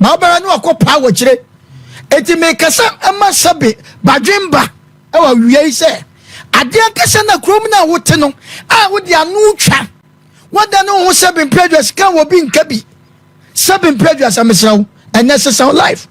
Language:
Akan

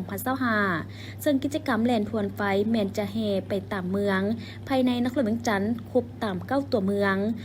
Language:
Lao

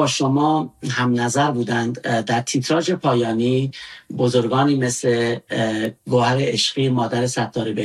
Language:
Persian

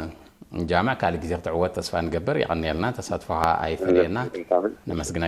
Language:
Tigrinya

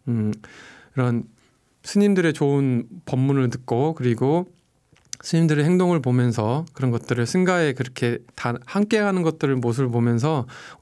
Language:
Korean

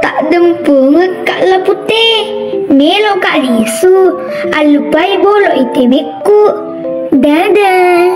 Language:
Buginese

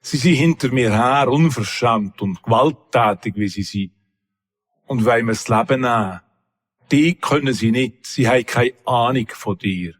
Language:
Swiss German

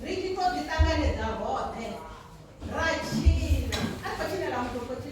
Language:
Venda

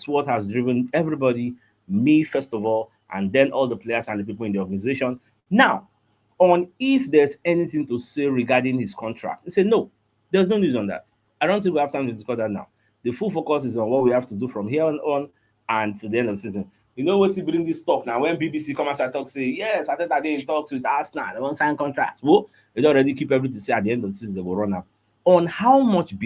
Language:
Nigerian Pidgin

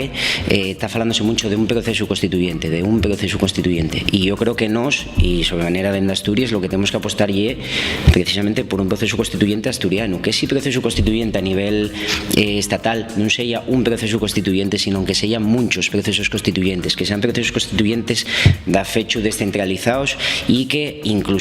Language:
Asturian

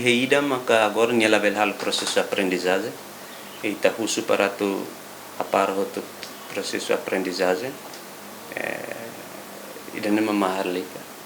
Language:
Tetum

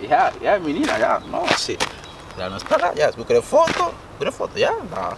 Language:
Kabuverdianu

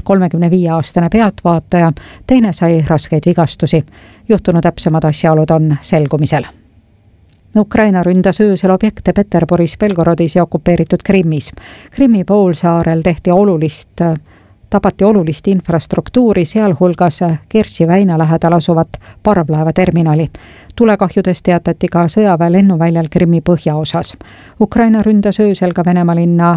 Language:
Estonian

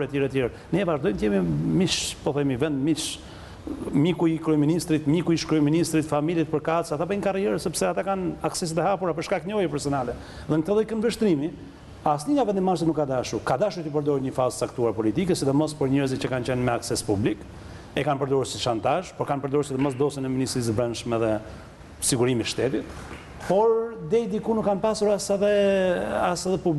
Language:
Albanian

